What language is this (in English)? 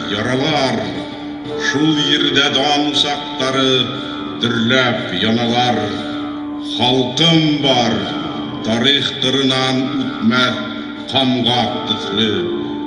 Bashkir